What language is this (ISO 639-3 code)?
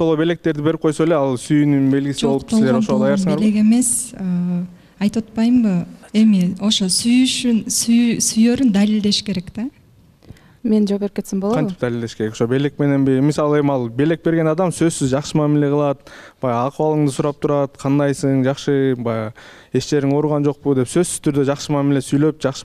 kir